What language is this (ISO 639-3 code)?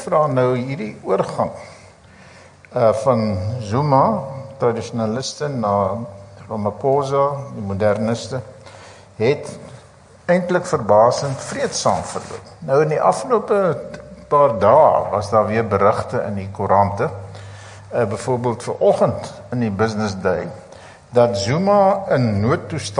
afr